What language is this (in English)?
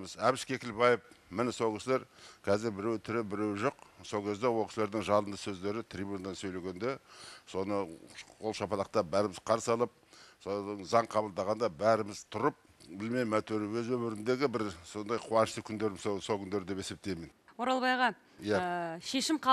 Kazakh